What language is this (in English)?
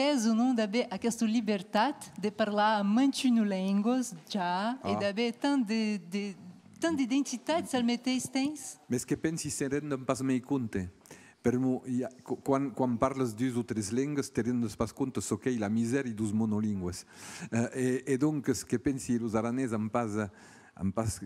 Occitan